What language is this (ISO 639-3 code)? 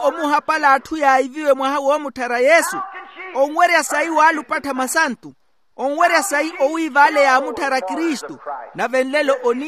vmw